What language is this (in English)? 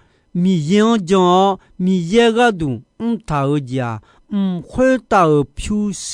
Akha